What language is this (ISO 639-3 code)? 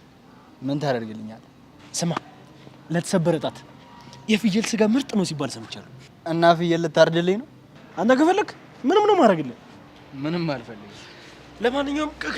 amh